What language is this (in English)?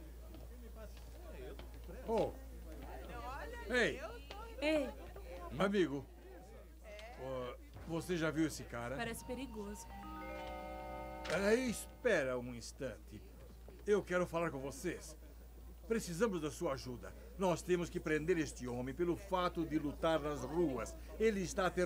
Portuguese